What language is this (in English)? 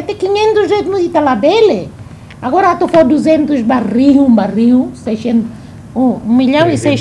Tetum